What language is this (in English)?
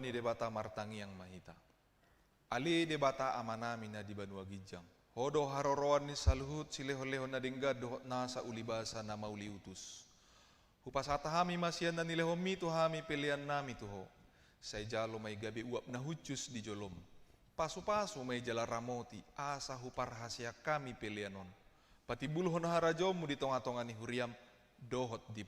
Batak Toba